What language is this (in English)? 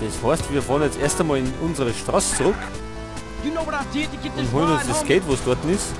Bavarian